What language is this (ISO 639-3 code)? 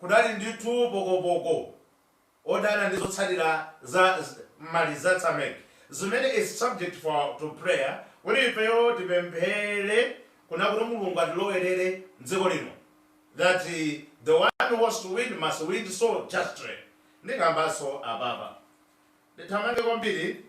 nya